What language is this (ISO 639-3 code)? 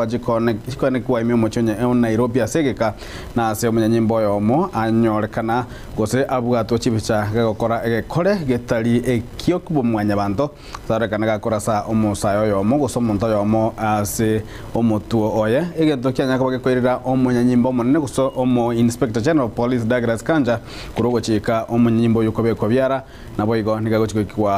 guz